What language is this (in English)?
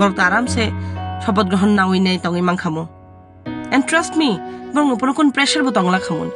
Kok Borok